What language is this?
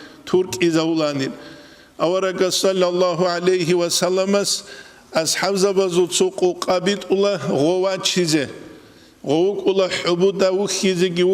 Avaric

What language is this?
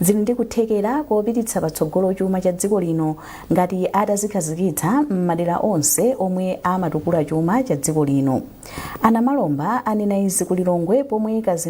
Nyanja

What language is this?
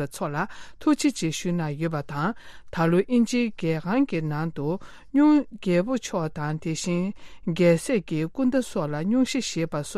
Tibetan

